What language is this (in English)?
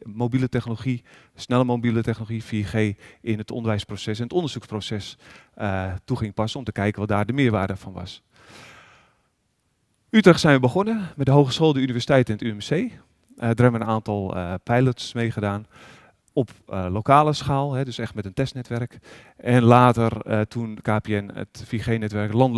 Dutch